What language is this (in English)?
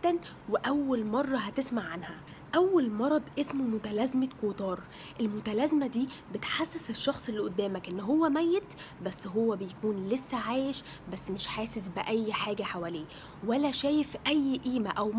Egyptian Arabic